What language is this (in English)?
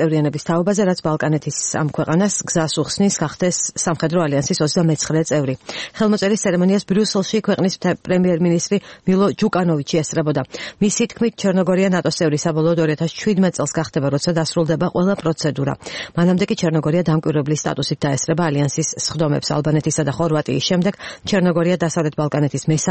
Georgian